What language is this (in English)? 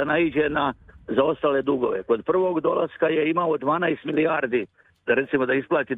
Serbian